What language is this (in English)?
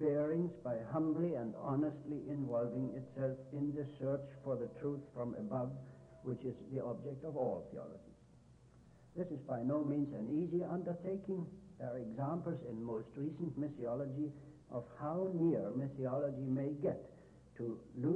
English